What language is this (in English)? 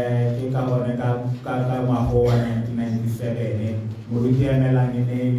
Tswana